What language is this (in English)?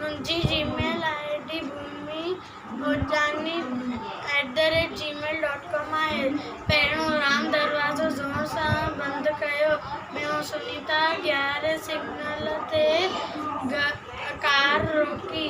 Sindhi